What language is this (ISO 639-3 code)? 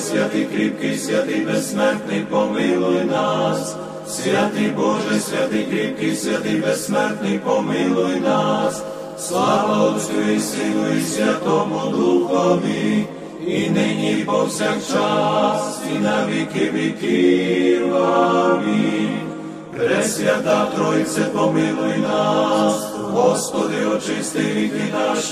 ukr